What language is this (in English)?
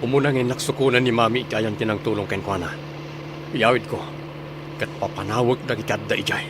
Iloko